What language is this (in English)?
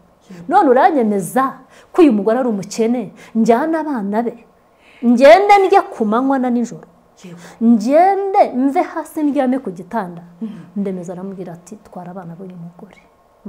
Kinyarwanda